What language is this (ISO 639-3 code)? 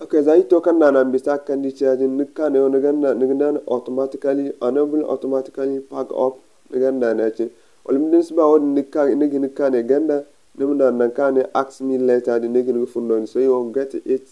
dje